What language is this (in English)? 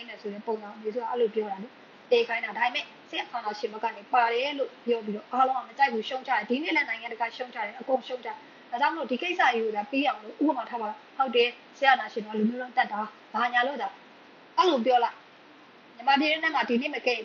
Burmese